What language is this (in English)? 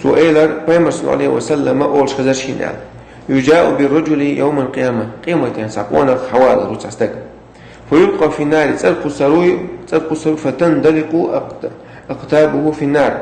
Chechen